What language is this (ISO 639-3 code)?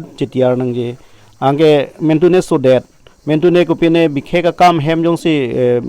mjw